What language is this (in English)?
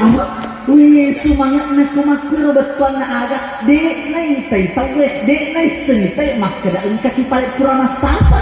Buginese